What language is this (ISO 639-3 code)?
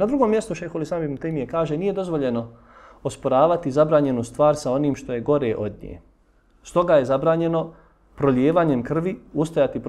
bos